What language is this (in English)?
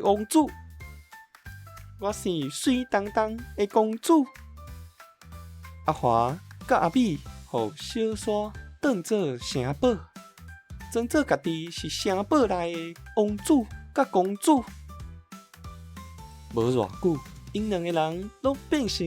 Min Nan Chinese